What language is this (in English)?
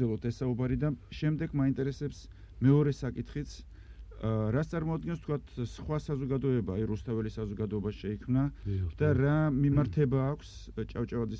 Georgian